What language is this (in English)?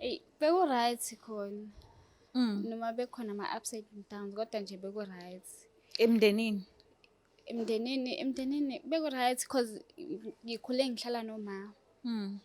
Zulu